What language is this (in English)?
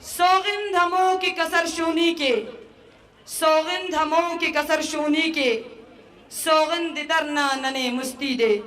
Eastern Balochi